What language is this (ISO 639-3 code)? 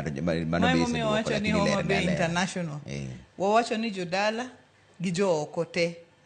luo